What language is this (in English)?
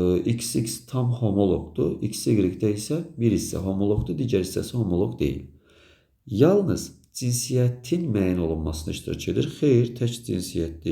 Azerbaijani